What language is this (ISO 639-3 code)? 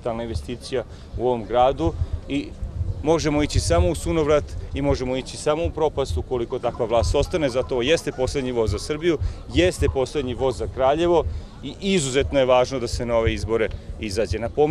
srp